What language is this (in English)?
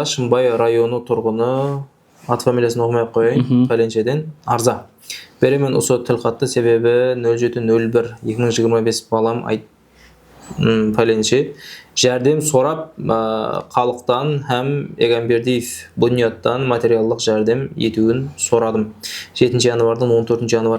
Kara-Kalpak